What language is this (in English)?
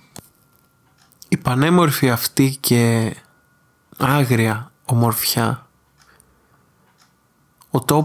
Greek